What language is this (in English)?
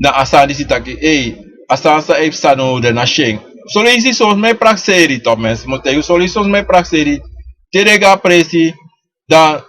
Sranan Tongo